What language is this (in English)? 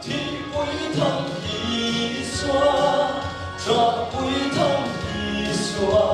Mizo